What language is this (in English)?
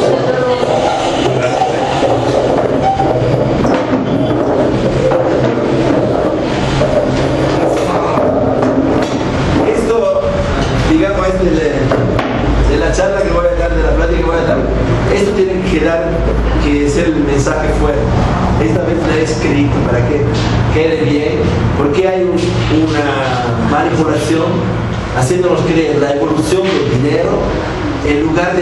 Spanish